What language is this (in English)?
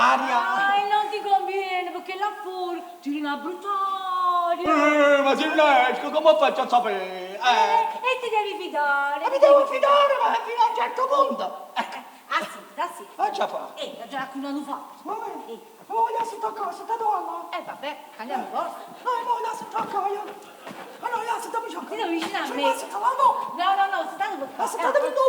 Neapolitan